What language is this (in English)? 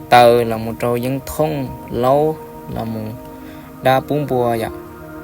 Hmong